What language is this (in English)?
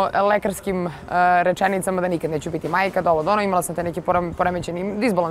Serbian